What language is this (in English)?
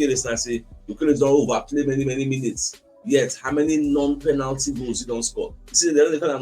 Nigerian Pidgin